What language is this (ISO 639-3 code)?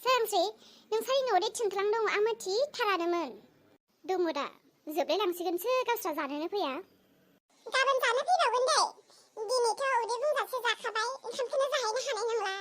brx